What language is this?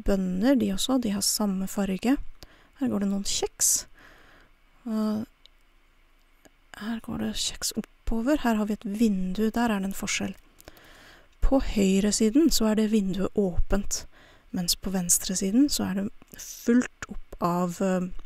Norwegian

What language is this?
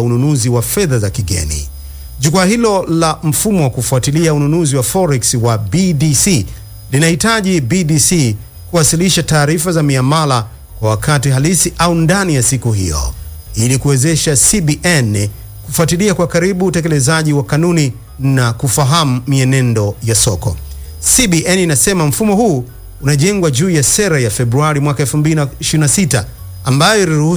Swahili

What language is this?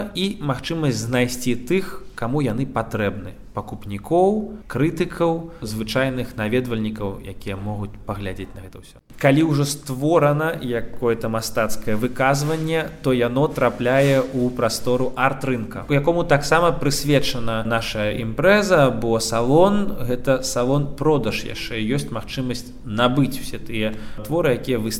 Belarusian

